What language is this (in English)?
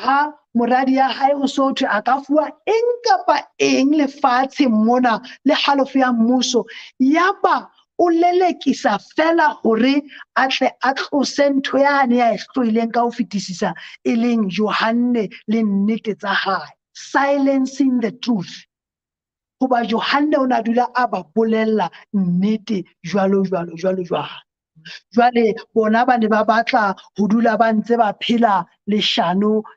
Southern Sotho